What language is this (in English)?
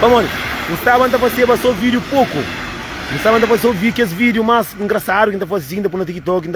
Kabuverdianu